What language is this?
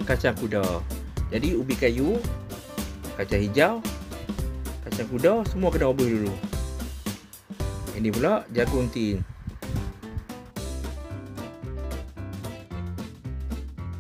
Malay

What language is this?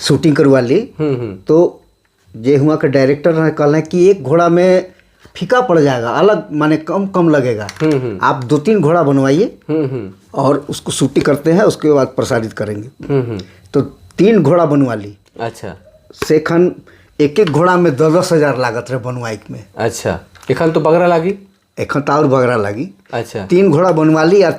Sadri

